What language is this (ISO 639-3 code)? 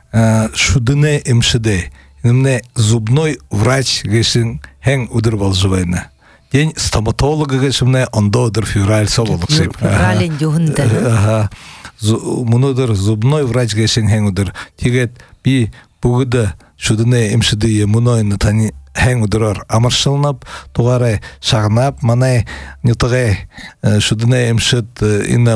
bua